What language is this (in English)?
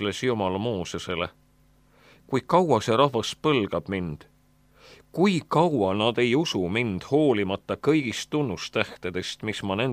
Estonian